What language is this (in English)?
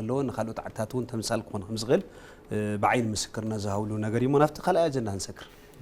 Tigrinya